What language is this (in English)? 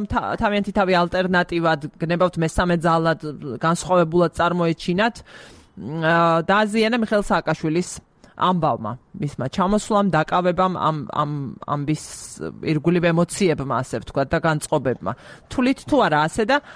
Georgian